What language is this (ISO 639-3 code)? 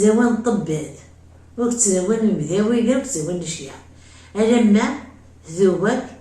kab